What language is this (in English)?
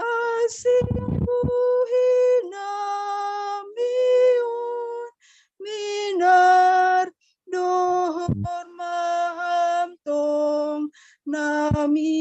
Batak Simalungun